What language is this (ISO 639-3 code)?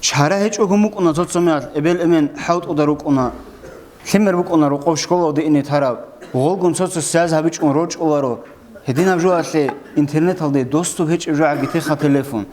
ava